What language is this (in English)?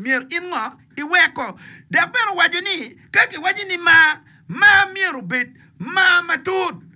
Acoli